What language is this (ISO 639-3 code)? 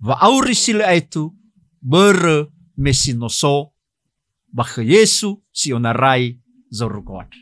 nia